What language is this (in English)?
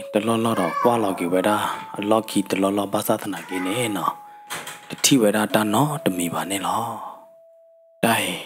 S'gaw Karen